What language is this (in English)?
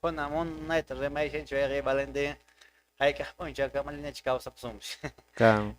Quechua